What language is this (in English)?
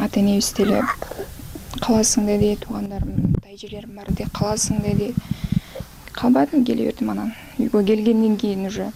Kyrgyz